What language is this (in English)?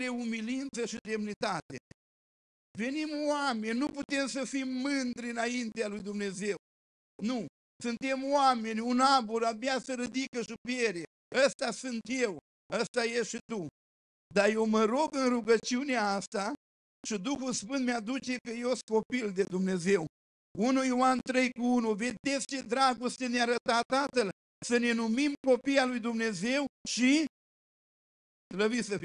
Romanian